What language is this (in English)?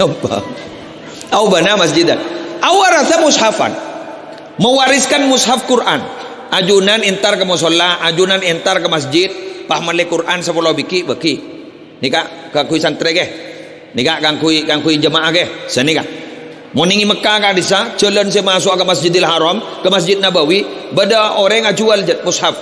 Madurese